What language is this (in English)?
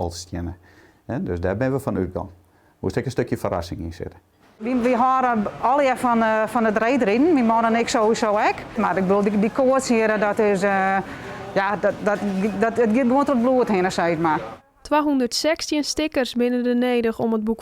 Western Frisian